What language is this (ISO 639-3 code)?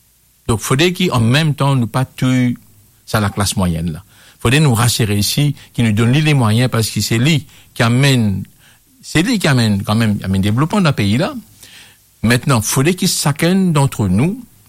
mfe